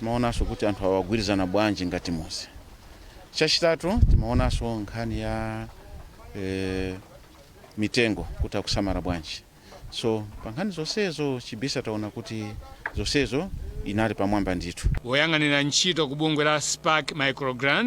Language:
Nyanja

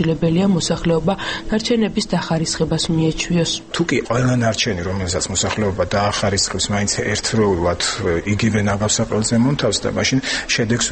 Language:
Georgian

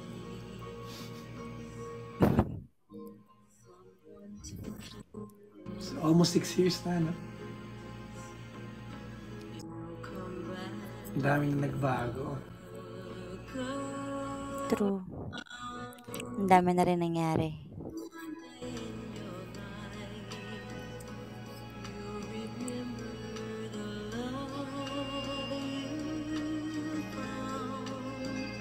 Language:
Filipino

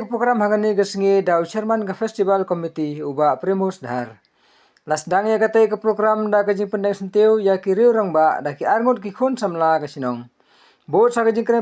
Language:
Khasi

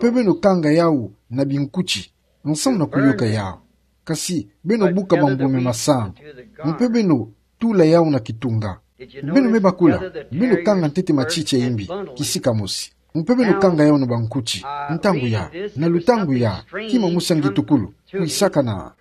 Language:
Kituba (Democratic Republic of Congo)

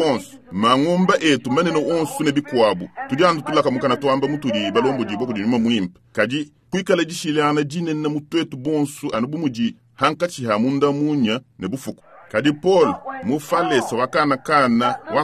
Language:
Luba-Lulua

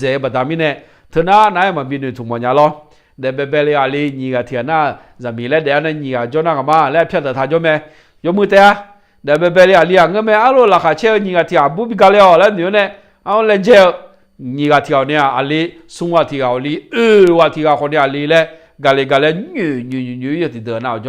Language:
Akha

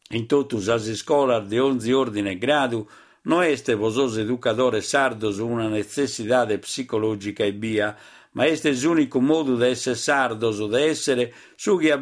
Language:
Sardinian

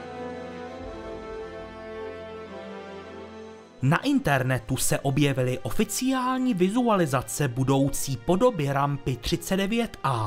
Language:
Czech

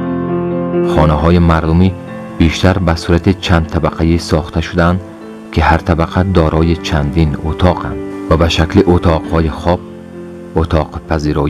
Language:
Persian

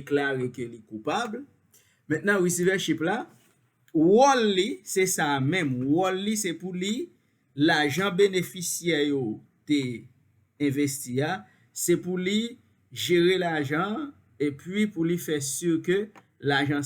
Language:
Haitian Creole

